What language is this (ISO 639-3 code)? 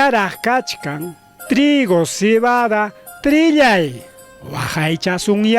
quy